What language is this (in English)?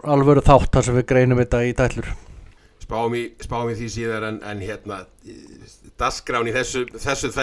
Icelandic